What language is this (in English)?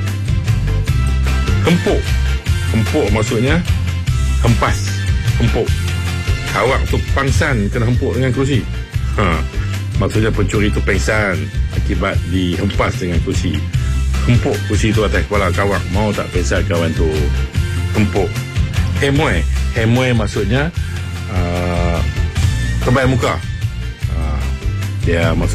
Malay